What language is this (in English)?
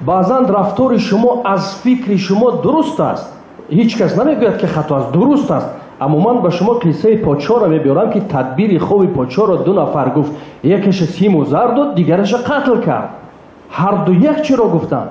Tajik